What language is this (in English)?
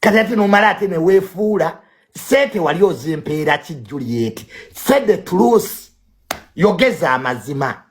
Ganda